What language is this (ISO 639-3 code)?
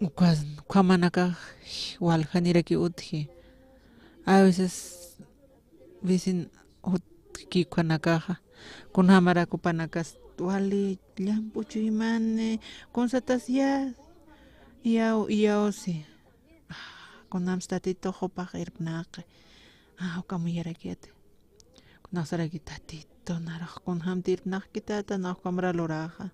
aym